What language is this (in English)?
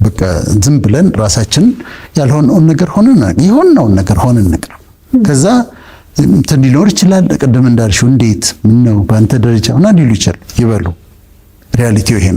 Amharic